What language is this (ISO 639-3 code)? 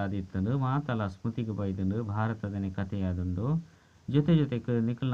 tcy